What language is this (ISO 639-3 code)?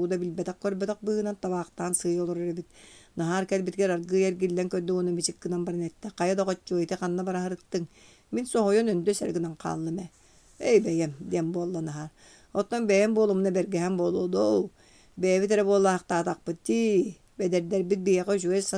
sah